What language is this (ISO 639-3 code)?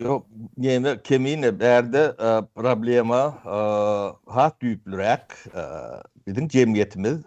tuk